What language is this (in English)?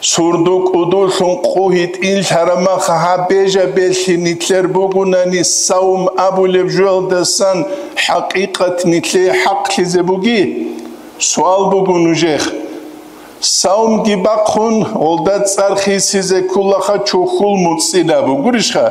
Avaric